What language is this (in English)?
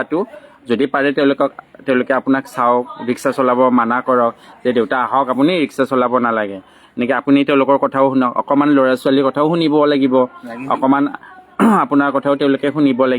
Assamese